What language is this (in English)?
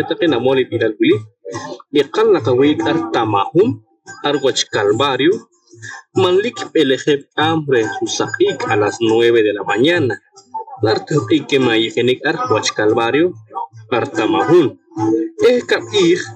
Poqomchi'